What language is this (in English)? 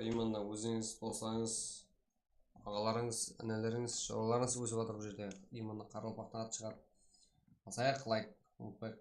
Kara-Kalpak